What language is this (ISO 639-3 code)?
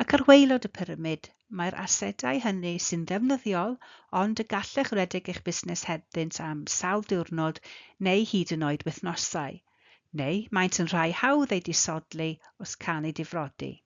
cym